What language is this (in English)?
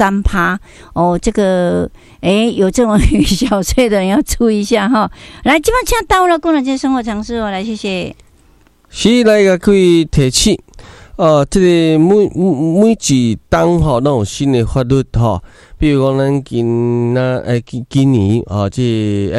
Min Nan Chinese